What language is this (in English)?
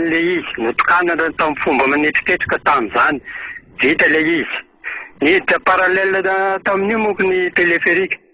Malagasy